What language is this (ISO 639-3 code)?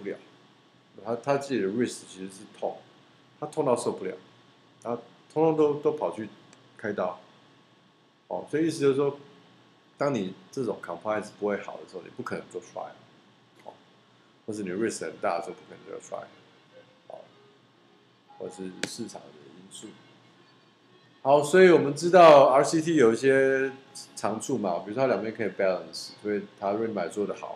zho